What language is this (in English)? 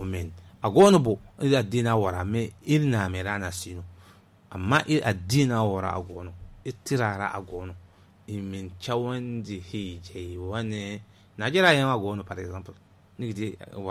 Zarma